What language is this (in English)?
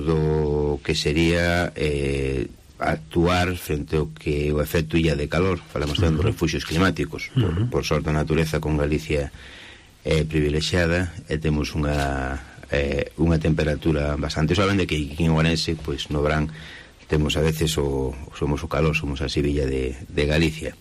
Galician